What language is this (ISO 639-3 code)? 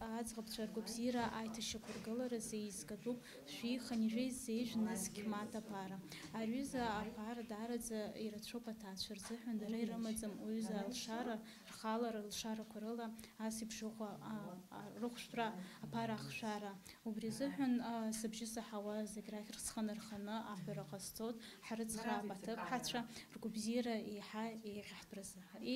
abk